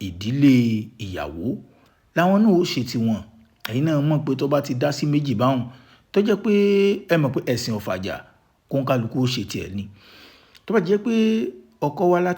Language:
Yoruba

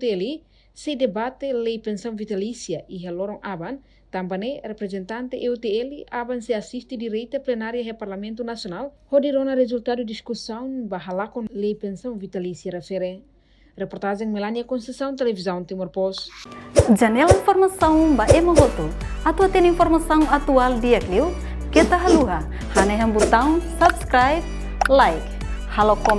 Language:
Tetum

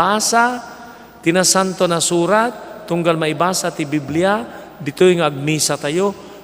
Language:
Iloko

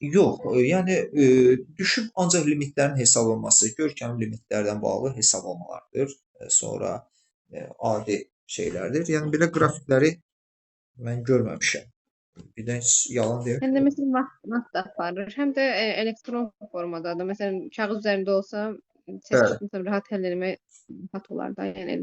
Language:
Azerbaijani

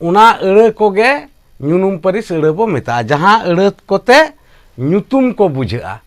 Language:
Santali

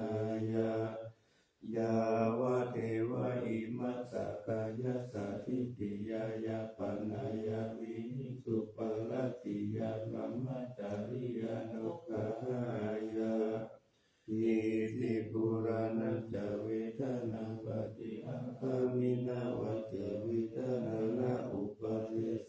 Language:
Pali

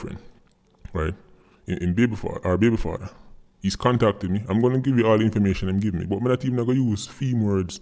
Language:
Jamaican Creole English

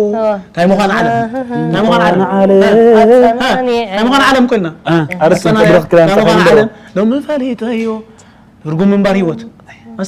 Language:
Tigrinya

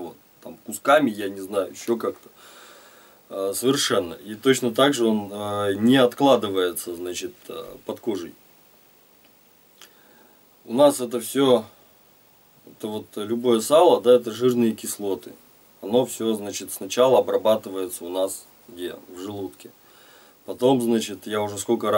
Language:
Russian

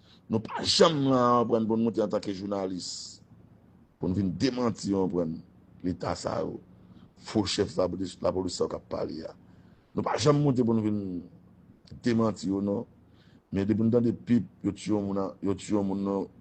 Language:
Haitian Creole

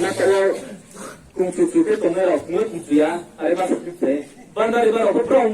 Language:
Riang (India)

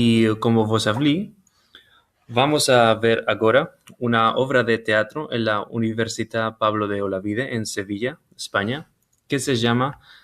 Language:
Ladino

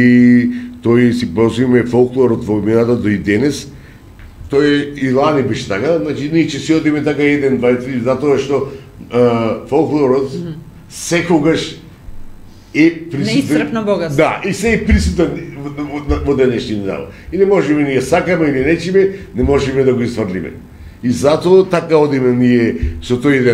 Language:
Macedonian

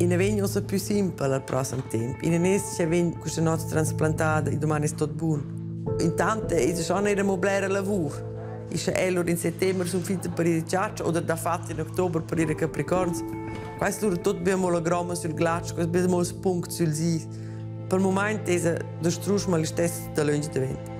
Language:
Romansh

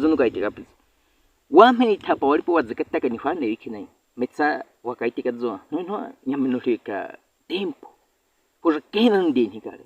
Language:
Baniwa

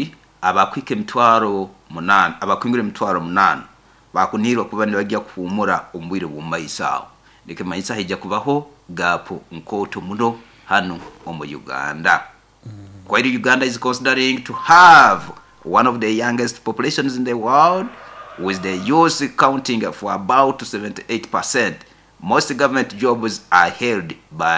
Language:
Nyoro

